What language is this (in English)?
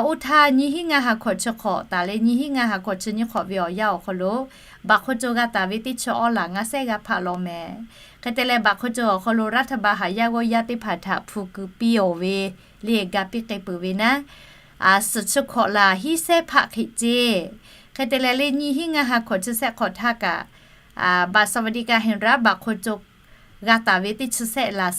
Lahu